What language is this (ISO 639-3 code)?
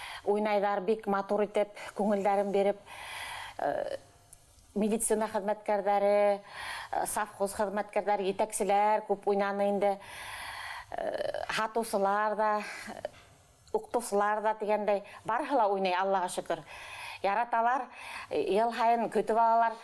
bak